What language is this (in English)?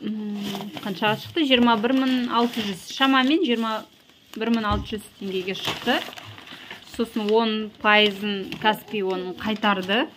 Kazakh